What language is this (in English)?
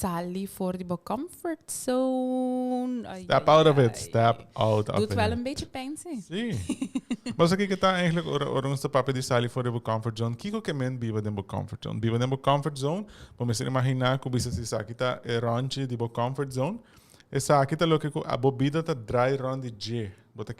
Papiamento